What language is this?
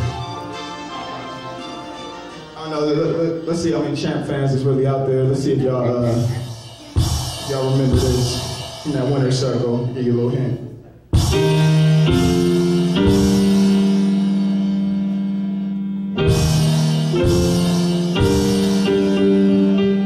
English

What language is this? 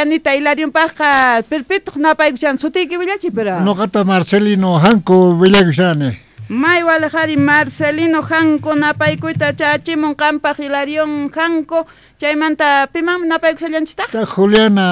Quechua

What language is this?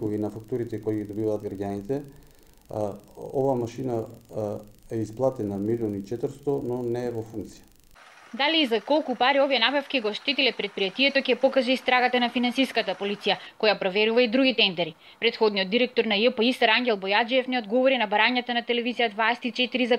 Macedonian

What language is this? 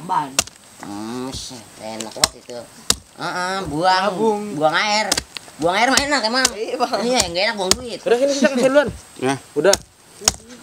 Betawi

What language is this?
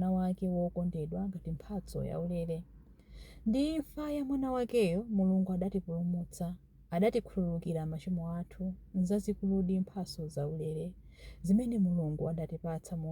Nyanja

